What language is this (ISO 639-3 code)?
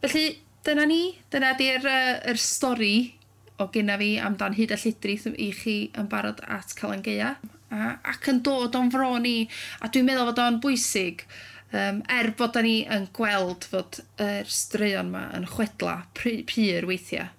cym